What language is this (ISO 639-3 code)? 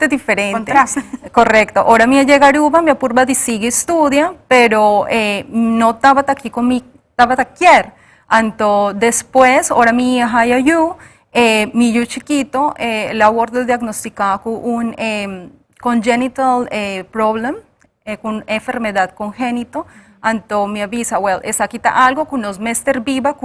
pap